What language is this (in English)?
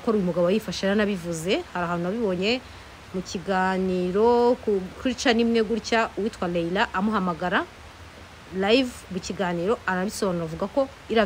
Kinyarwanda